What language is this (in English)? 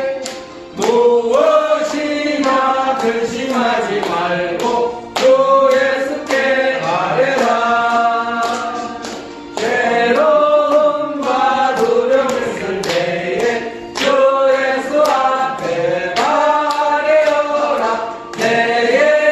Korean